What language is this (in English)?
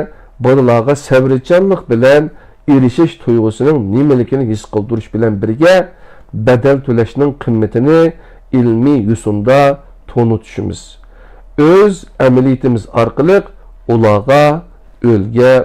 Uyghur